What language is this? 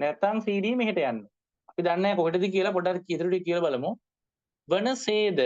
Sinhala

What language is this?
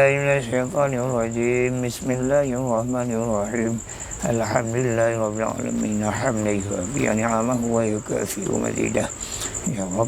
Achinese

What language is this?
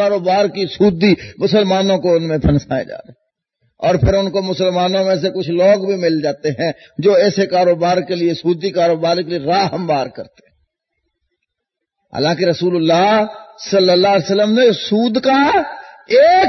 Urdu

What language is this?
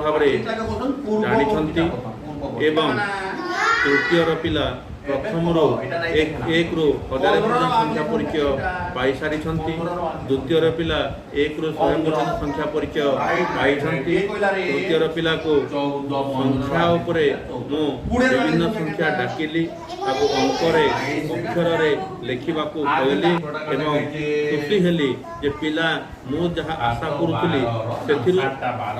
Odia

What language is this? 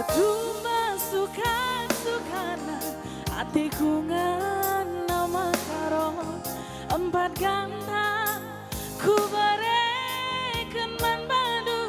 Batak Karo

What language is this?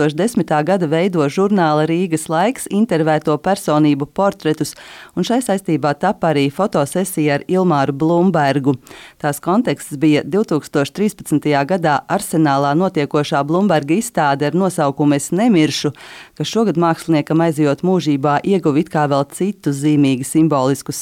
Latvian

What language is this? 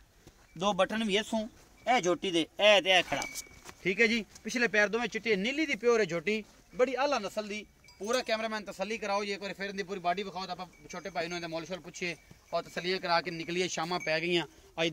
Punjabi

